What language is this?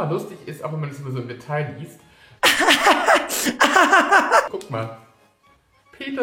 Bavarian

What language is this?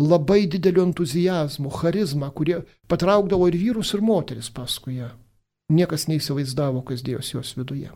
Lithuanian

